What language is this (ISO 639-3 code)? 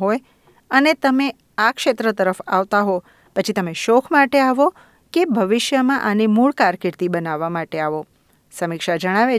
guj